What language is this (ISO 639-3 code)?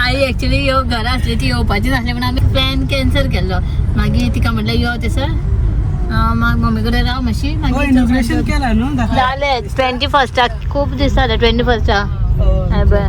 kok